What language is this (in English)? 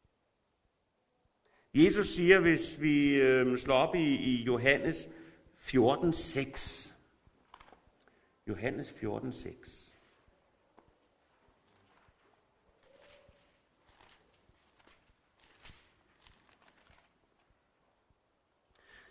Danish